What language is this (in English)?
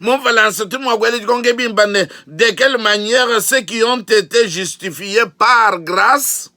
Luba-Lulua